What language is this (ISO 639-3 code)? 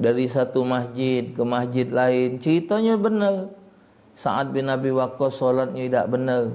mui